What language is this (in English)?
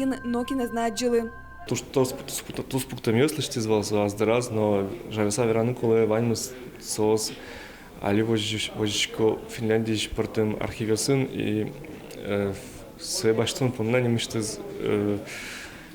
Udmurt